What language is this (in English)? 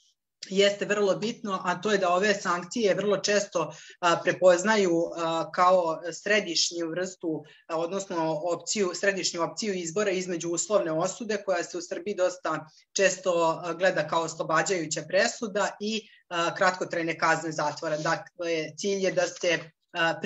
Serbian